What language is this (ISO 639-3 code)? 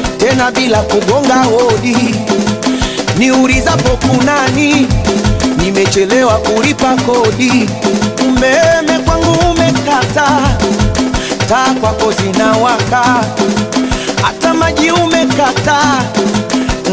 swa